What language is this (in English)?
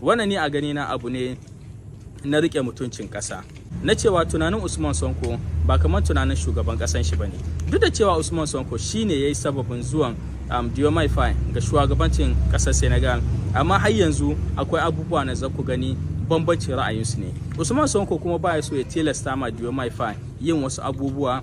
Hausa